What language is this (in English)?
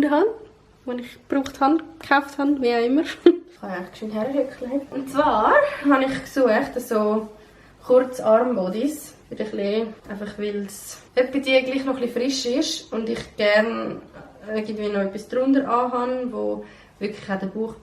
Swiss German